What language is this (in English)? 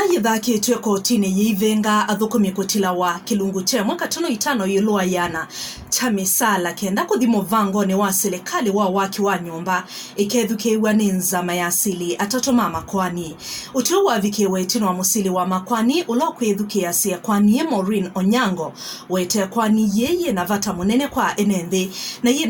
Kamba